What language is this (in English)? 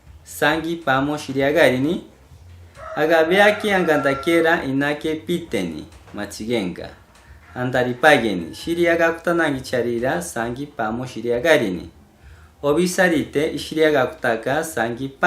Machiguenga